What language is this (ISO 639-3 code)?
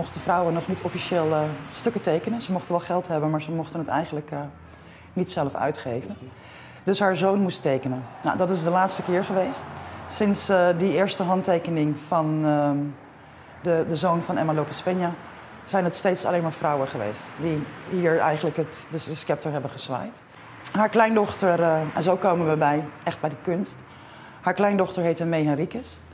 nld